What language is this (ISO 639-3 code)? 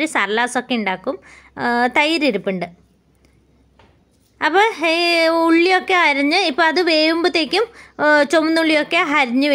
mal